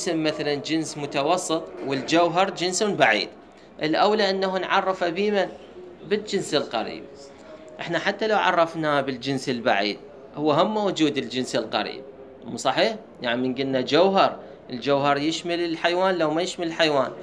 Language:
Mesopotamian Arabic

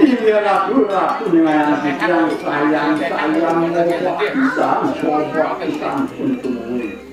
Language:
Balinese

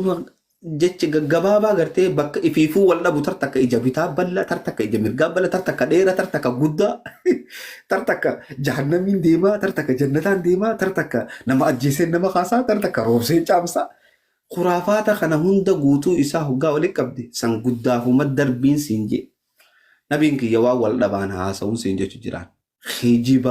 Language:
Oromo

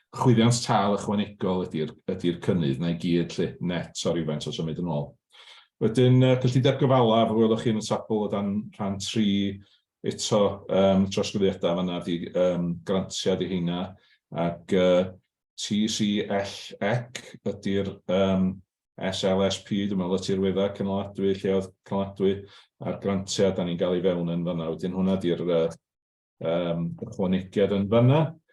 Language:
Welsh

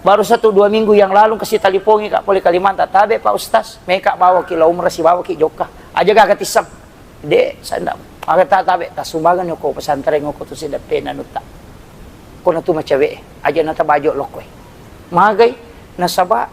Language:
Buginese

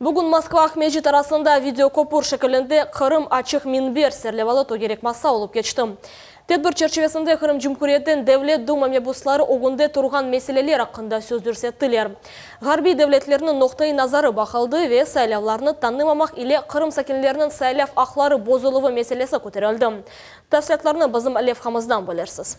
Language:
Crimean Tatar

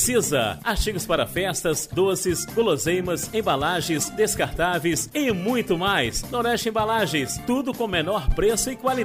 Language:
Portuguese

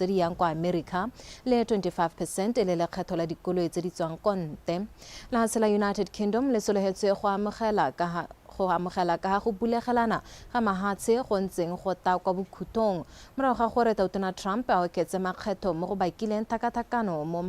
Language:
Tswana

